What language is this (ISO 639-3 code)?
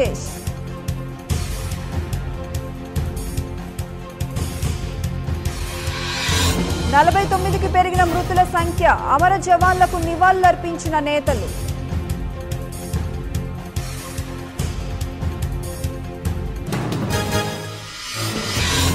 tel